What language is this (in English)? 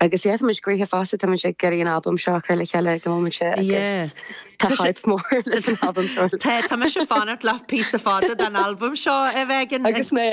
Irish